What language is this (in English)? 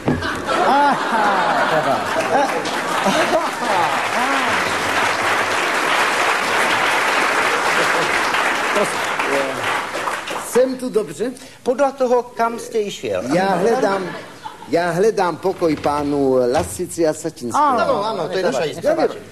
Slovak